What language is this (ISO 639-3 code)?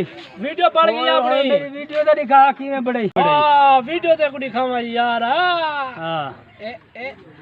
skr